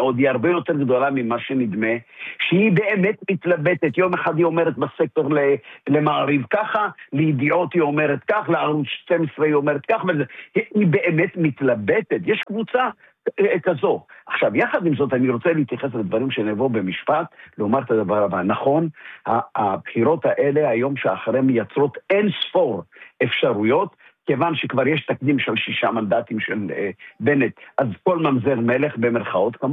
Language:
Hebrew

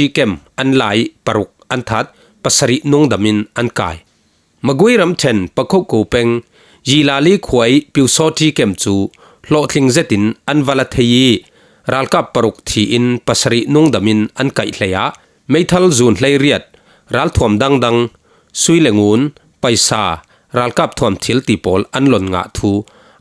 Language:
Falam Chin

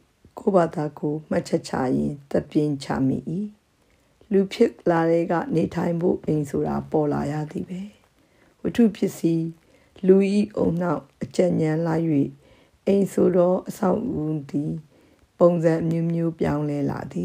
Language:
Burmese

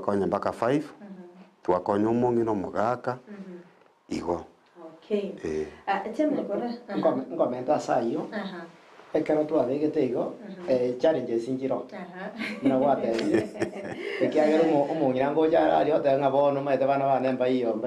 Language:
Gusii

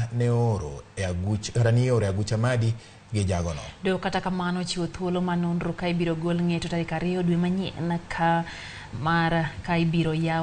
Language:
Luo (Kenya and Tanzania)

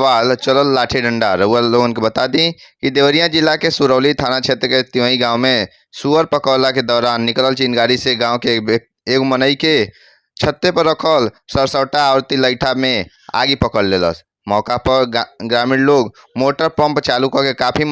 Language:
Bhojpuri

